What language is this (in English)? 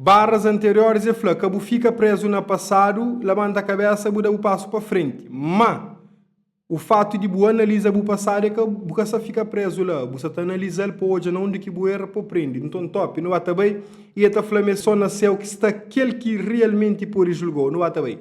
Kabuverdianu